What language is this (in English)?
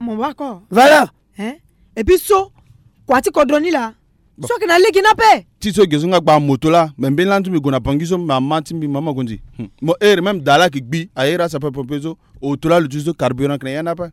Sango